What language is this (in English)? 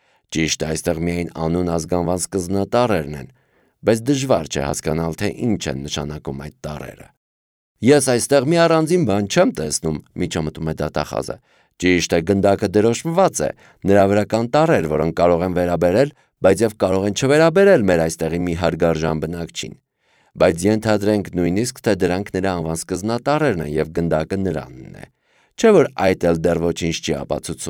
Armenian